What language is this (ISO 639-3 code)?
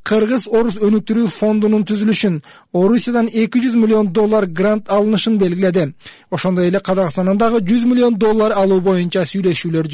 kir